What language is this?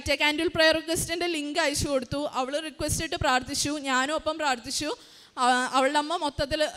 Malayalam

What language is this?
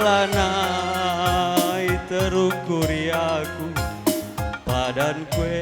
Batak Karo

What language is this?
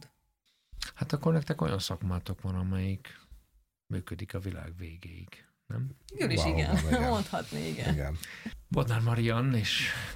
Hungarian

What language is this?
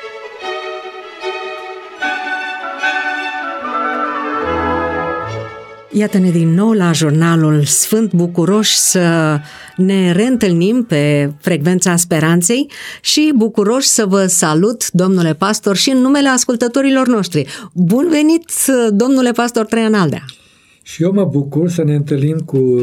Romanian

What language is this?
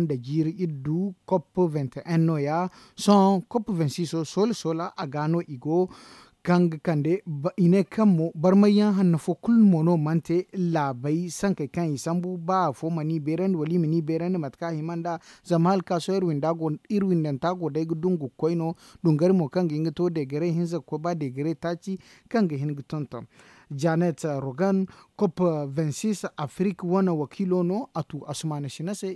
Zarma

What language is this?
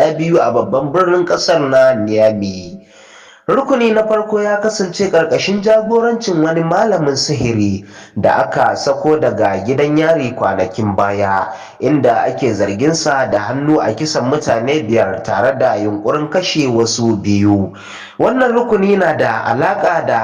Hausa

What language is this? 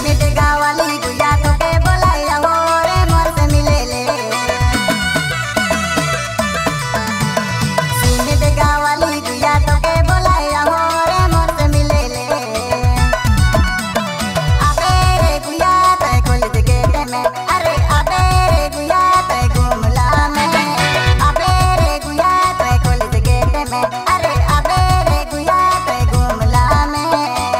Sadri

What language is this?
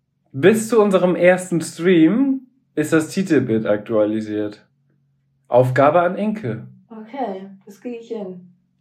German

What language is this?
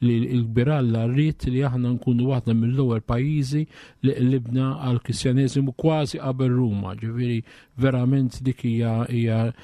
Maltese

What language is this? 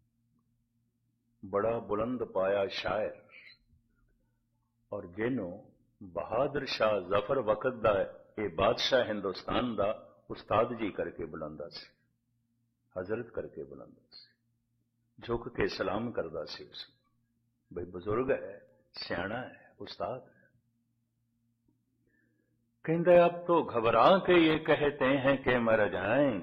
Punjabi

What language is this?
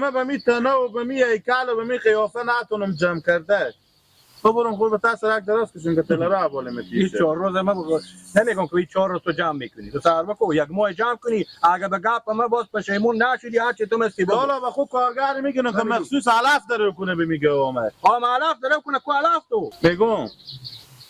Hazaragi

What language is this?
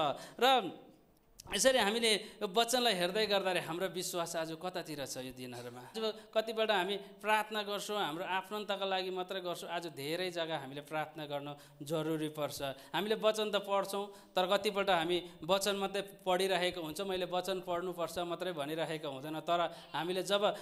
Nepali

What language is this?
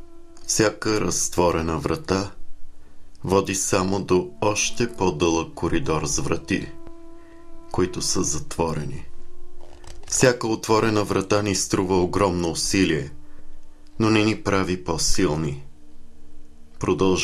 Bulgarian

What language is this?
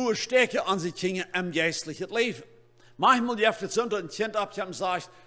Plautdietsch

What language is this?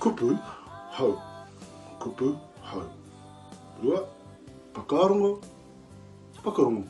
Māori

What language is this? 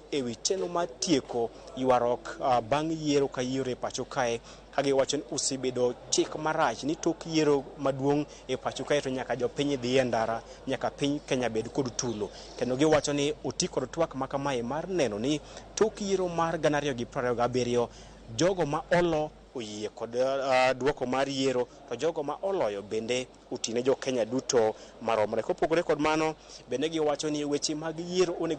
Luo (Kenya and Tanzania)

